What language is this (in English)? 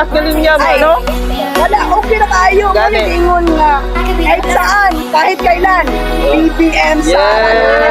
Cebuano